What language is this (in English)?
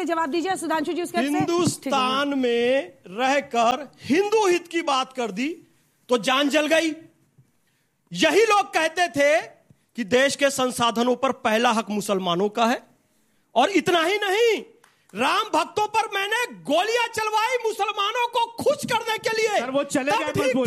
Hindi